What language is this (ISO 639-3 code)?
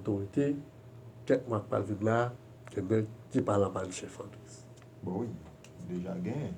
hat